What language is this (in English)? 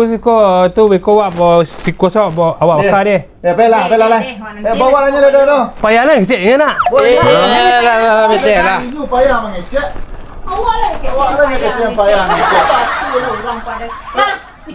Minangkabau